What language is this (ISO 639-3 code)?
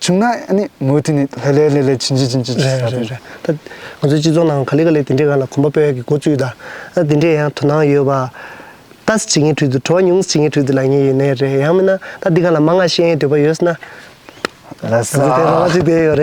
bod